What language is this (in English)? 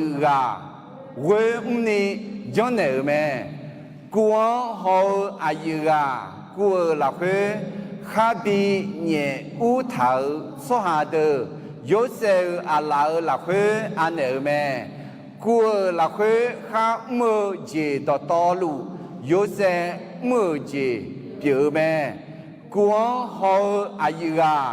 Akha